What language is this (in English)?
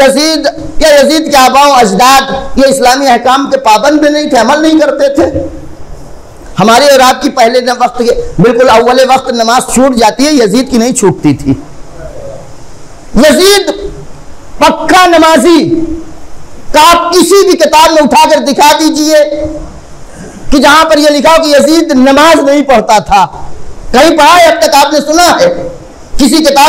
Urdu